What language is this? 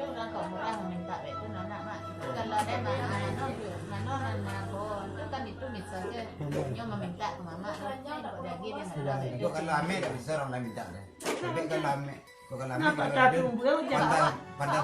Minangkabau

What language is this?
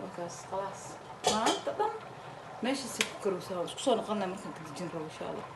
Somali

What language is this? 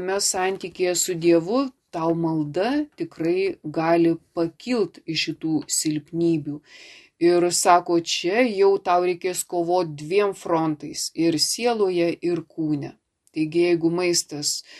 Lithuanian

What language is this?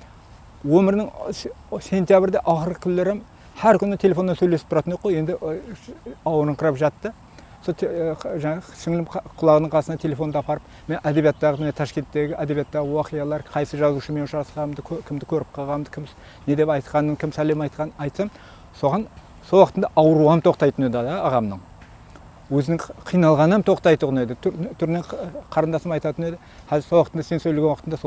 Kara-Kalpak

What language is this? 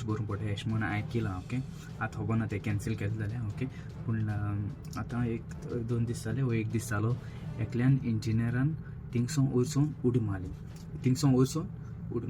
Konkani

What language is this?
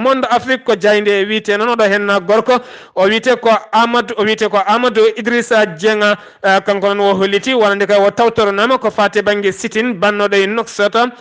Fula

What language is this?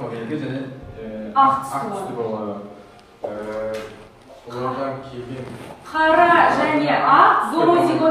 Kazakh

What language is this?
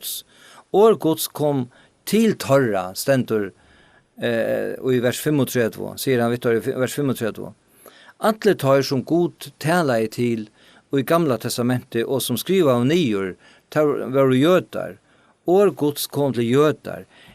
Faroese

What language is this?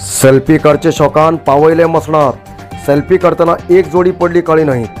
Konkani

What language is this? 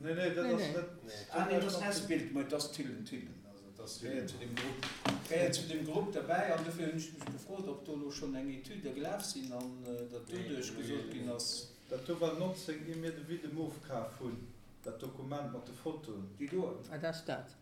Luxembourgish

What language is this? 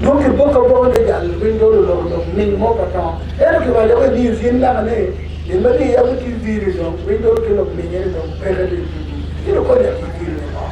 Acoli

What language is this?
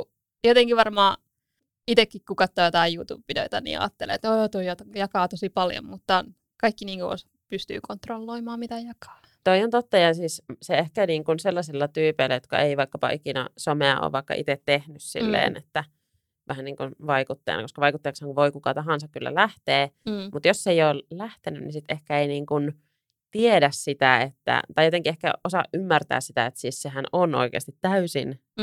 Finnish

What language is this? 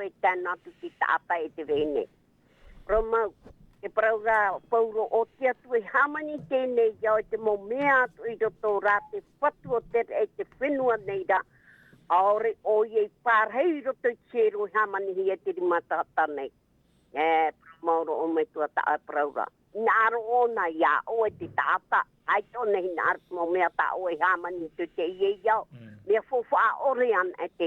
Tahitian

